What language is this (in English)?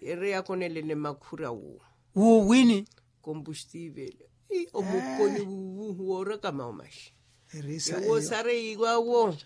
Makhuwa